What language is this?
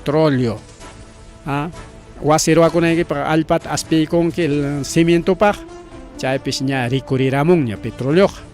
Ayacucho Quechua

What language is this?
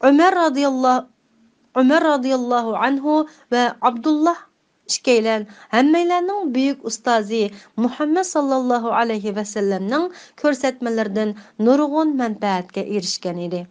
Uyghur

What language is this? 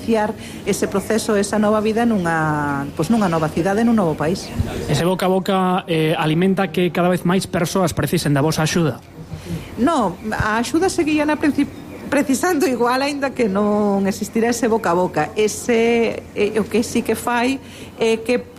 Galician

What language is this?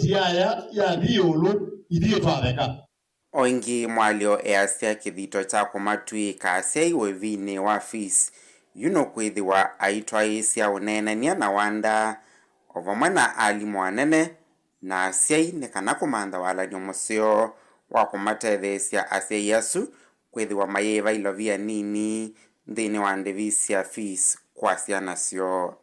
Kamba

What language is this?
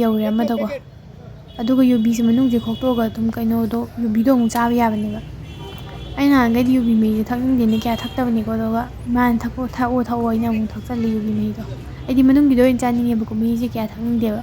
Manipuri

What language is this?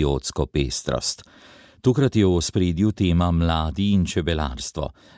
Slovenian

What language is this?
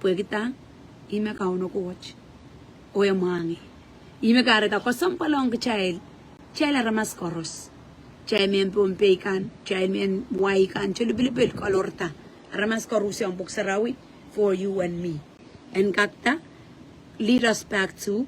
Pohnpeian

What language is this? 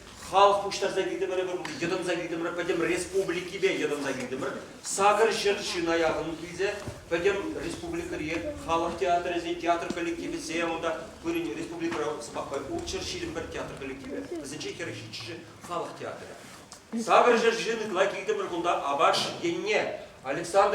Chuvash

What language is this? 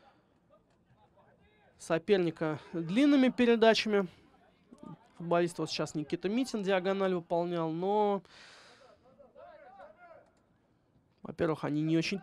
Russian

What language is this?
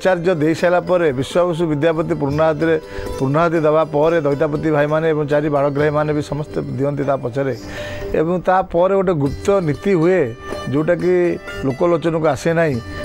Odia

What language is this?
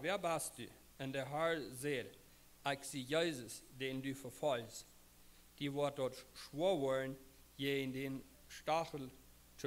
Plautdietsch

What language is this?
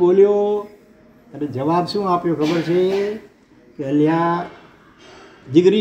Gujarati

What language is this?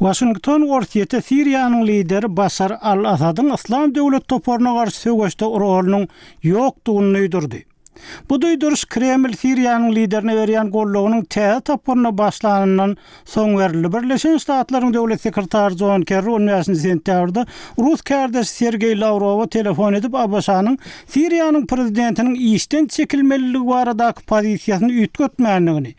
Turkmen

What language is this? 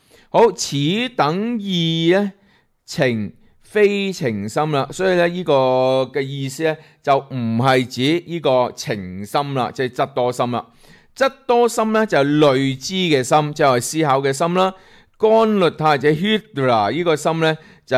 Cantonese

